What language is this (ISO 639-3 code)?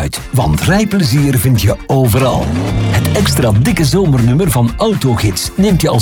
nld